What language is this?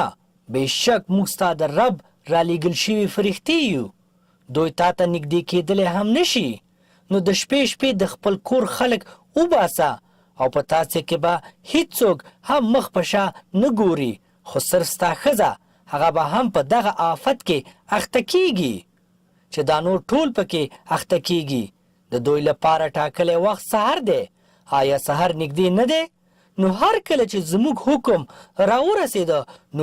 Pashto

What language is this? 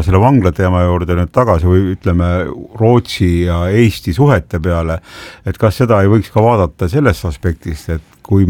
Estonian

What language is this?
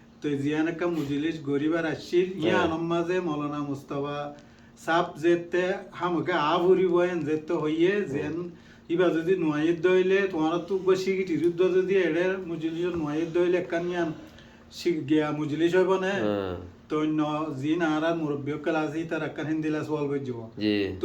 Rohingya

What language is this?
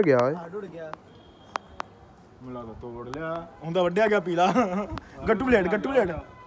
Punjabi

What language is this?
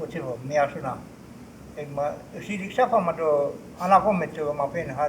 Choctaw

